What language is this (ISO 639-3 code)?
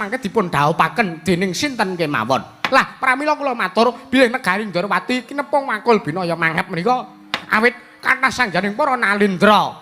jav